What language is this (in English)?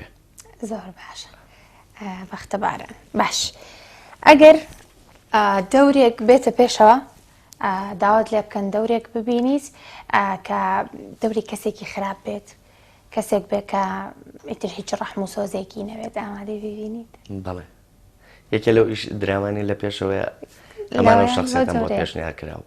Central Kurdish